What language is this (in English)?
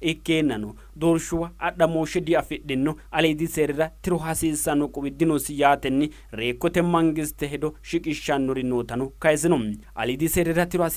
Sidamo